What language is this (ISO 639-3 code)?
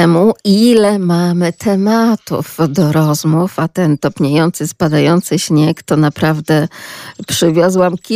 pol